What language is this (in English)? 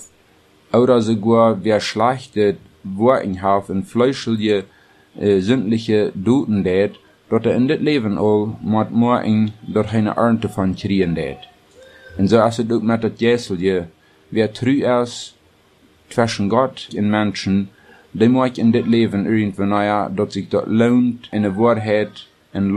German